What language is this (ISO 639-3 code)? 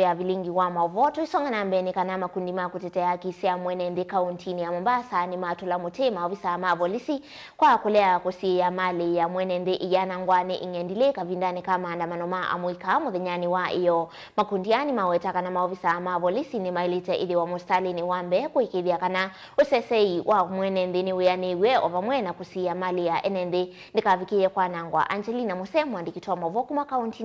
kam